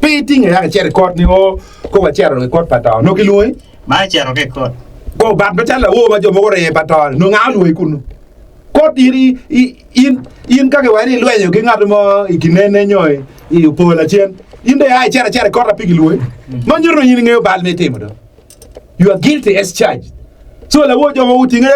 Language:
Acoli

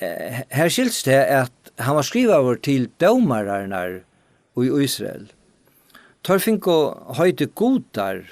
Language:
Faroese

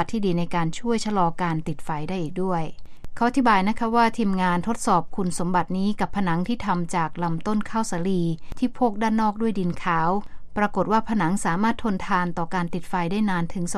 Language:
Thai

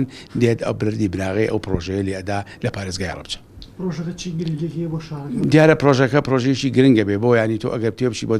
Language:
Central Kurdish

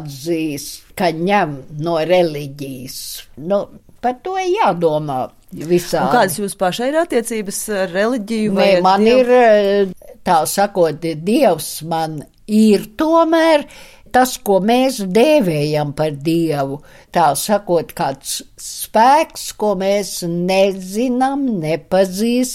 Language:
Latvian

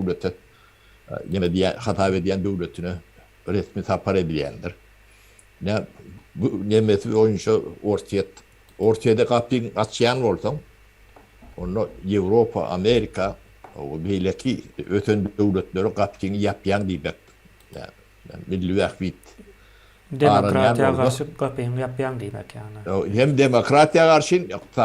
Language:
Turkmen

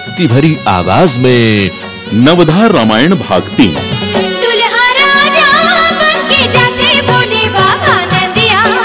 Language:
Chhattisgarhi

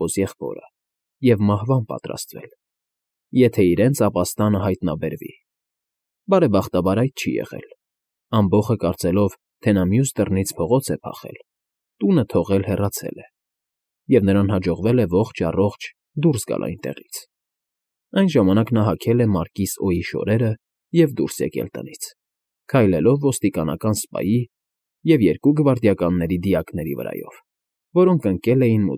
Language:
Armenian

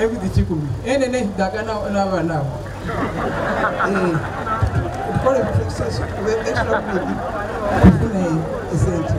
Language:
Soga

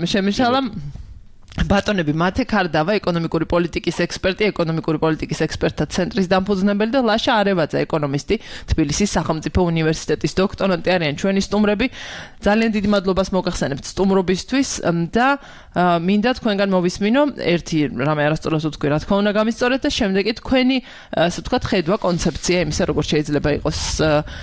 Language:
Georgian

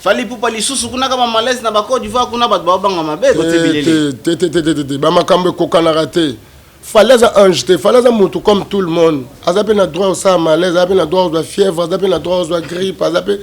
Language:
Lingala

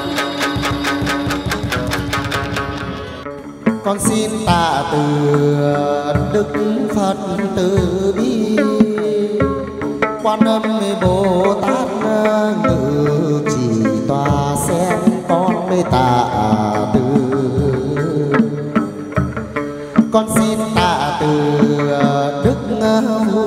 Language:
Vietnamese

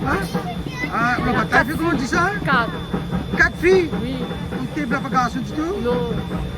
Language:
Réunion Creole French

